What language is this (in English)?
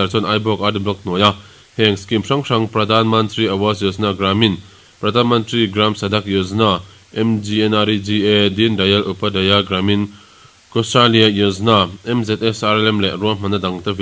Mizo